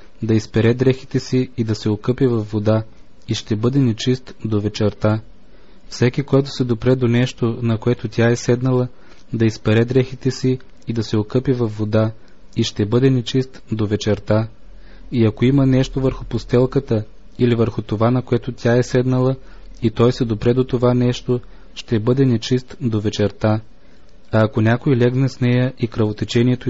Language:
Bulgarian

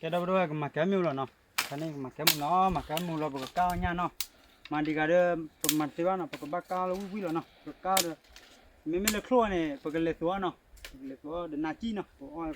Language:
S'gaw Karen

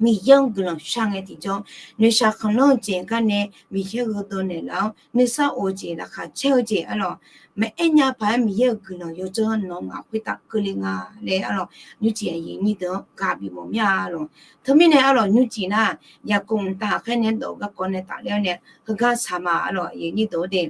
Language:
Akha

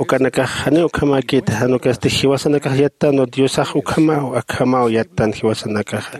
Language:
Aymara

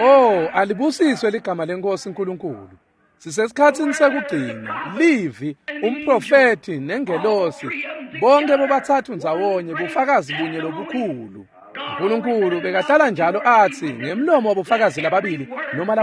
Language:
Swati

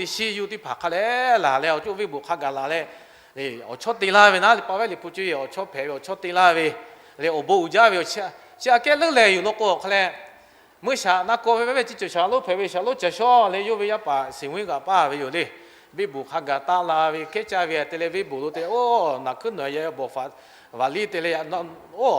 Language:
Lahu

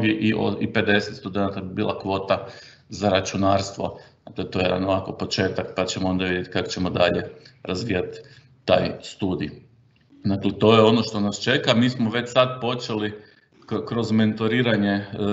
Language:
Croatian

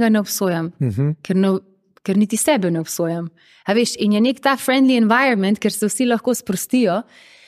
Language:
Slovenian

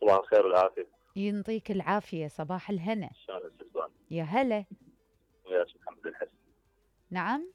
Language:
Mesopotamian Arabic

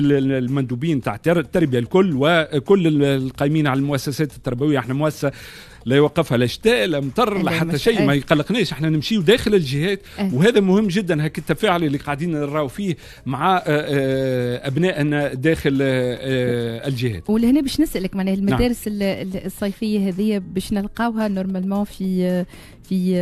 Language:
Tunisian Arabic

